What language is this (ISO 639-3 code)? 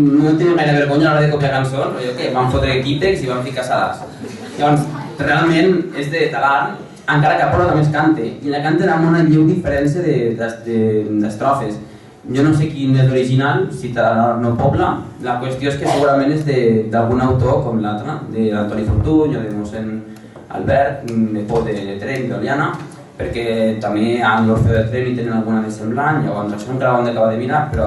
cat